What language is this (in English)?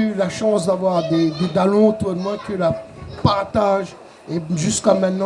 Réunion Creole French